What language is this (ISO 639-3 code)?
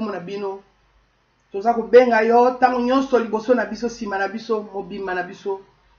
lin